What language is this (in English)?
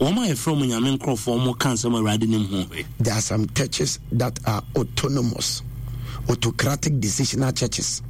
Akan